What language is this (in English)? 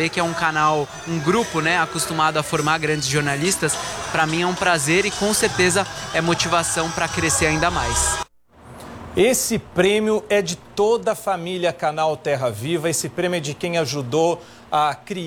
Portuguese